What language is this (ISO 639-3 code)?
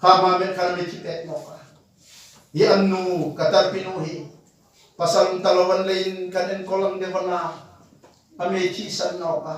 hmr